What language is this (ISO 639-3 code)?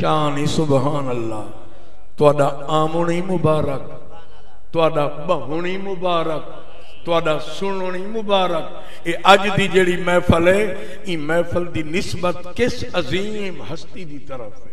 skr